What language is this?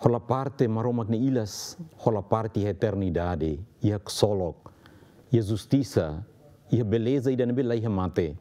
Tetum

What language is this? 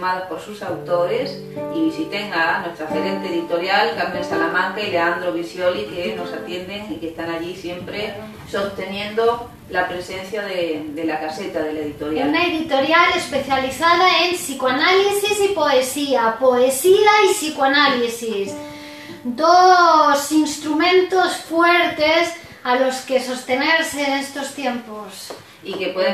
Spanish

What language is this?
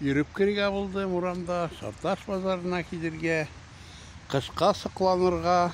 Tatar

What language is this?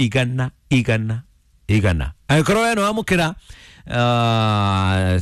Kikuyu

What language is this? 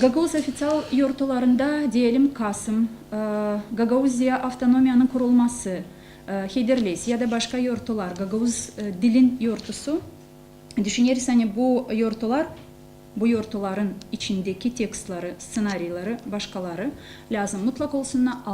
Gagauz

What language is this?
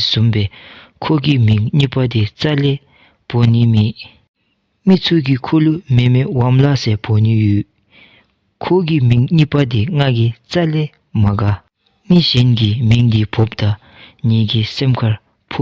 Dzongkha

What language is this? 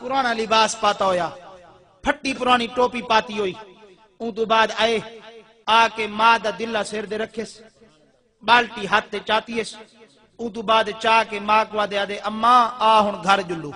Saraiki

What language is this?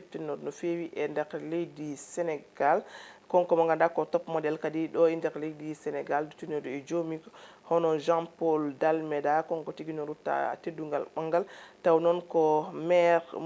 Fula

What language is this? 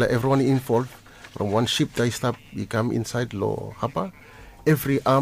Bislama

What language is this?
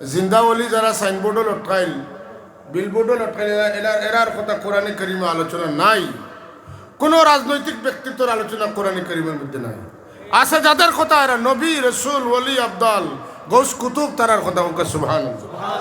Sylheti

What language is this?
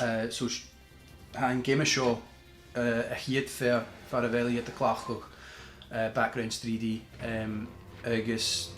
Scottish Gaelic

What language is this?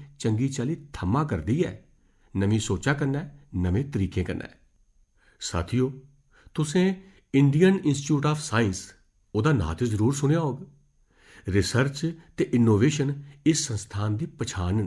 Dogri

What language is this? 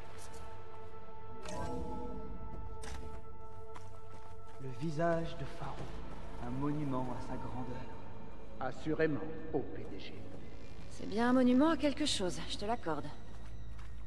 French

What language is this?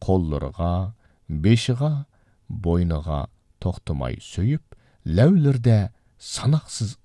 Uyghur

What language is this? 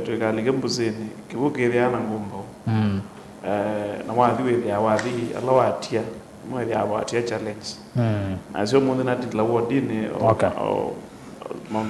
Kamba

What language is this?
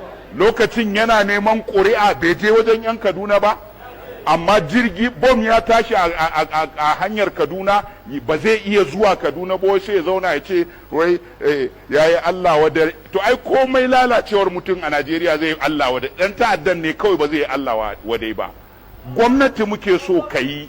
Hausa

